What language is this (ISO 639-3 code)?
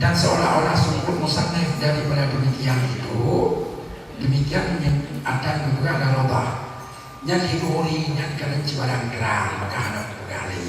ace